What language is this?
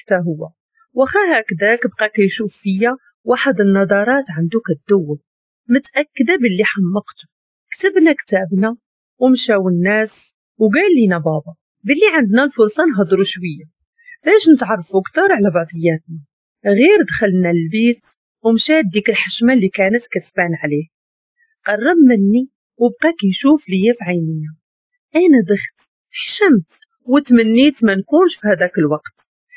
Moroccan Arabic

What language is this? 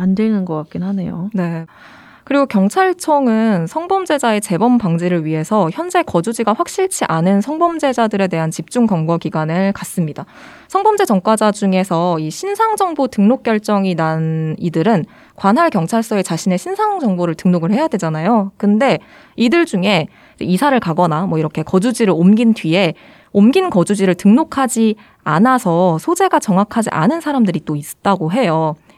Korean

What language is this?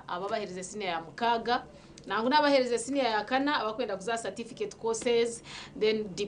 Nyankole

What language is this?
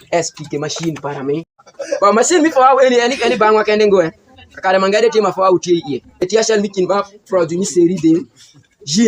Alur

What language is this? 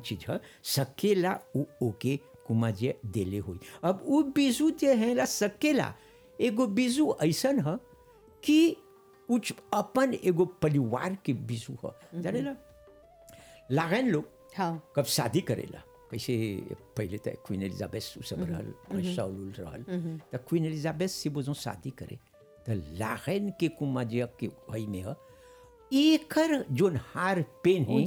Bhojpuri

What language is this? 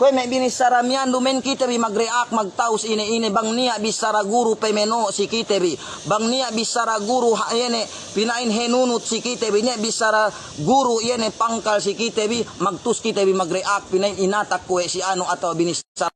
Yakan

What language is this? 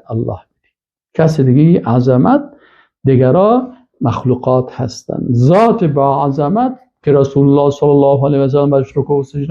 Persian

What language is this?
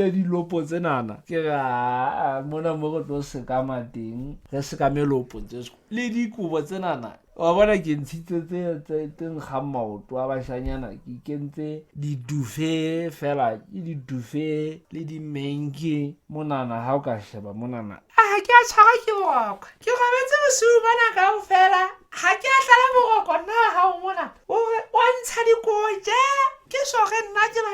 Southern Sotho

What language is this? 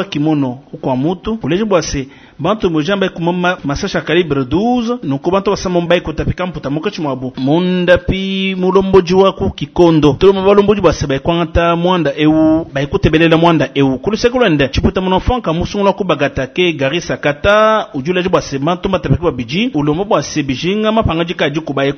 Luba-Lulua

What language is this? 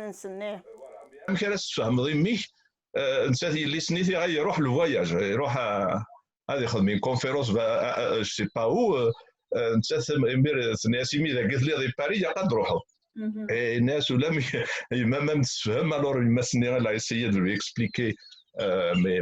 Kabyle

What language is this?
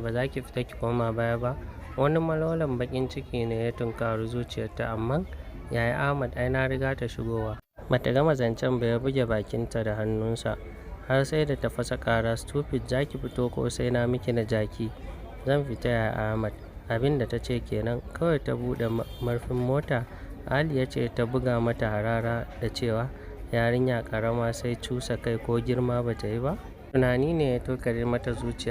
Hausa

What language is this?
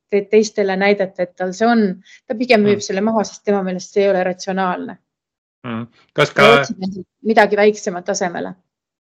Estonian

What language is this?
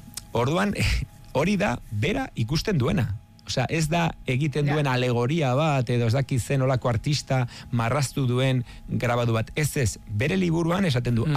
Basque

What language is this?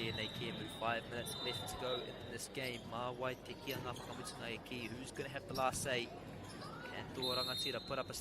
Māori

